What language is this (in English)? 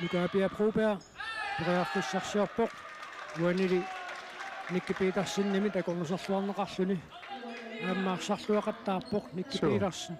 Kalaallisut